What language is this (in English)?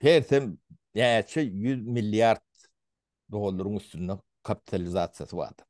Turkmen